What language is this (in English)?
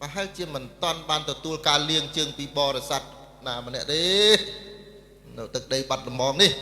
Khmer